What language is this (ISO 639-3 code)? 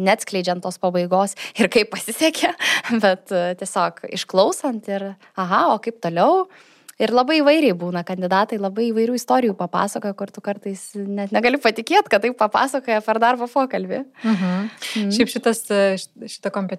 lit